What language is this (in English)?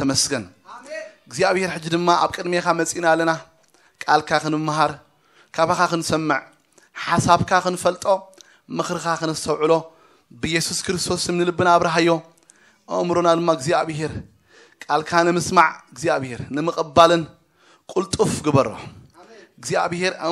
Tigrinya